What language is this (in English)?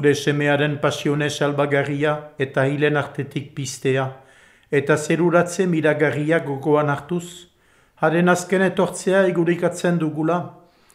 Basque